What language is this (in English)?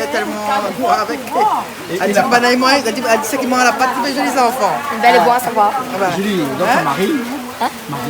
Réunion Creole French